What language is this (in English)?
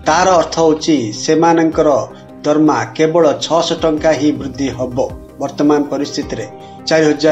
Odia